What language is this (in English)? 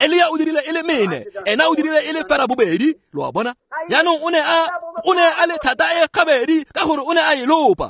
Tswana